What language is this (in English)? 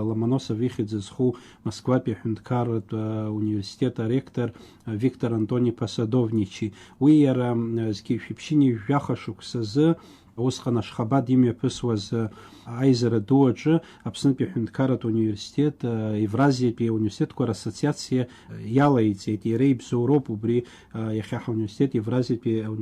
Abkhazian